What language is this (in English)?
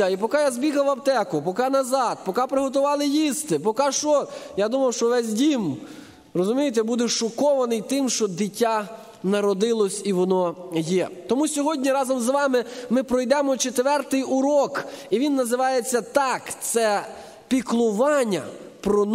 Ukrainian